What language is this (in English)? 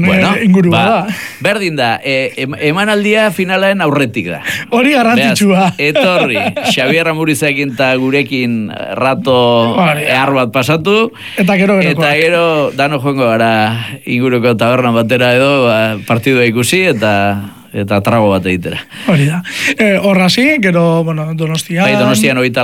Basque